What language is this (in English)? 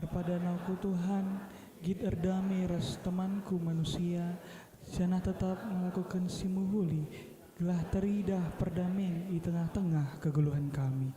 Batak Karo